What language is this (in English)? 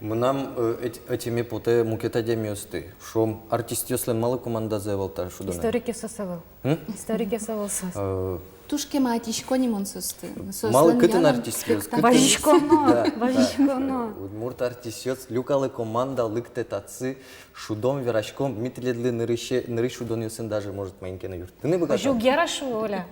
Udmurt